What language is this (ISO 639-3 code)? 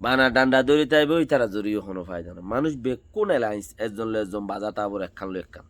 rhg